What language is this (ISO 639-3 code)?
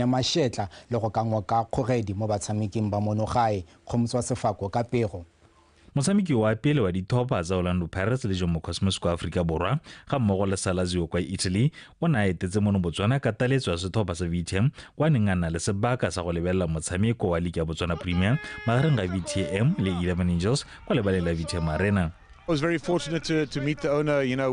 tsn